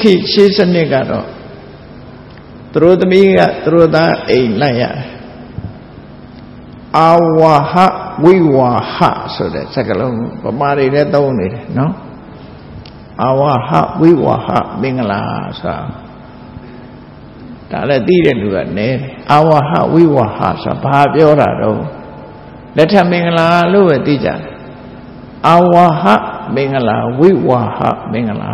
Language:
Burmese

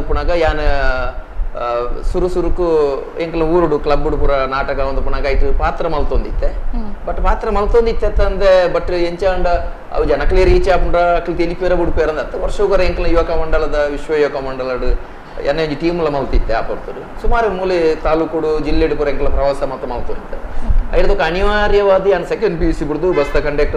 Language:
Tulu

